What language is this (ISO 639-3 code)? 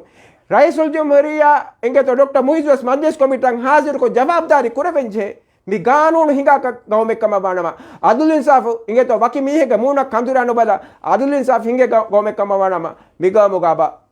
div